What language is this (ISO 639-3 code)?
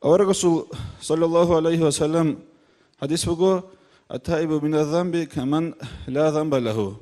ava